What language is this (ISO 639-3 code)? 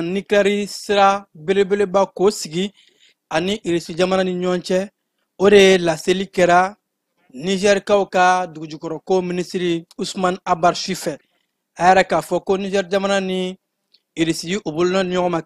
bam